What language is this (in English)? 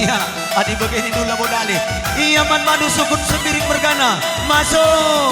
Batak Karo